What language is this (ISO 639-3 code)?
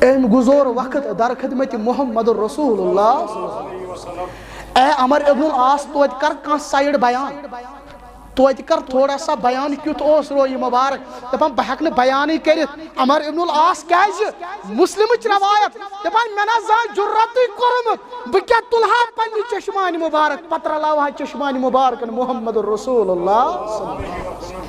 kas